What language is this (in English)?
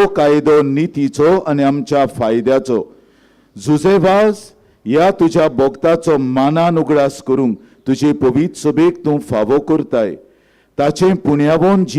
Konkani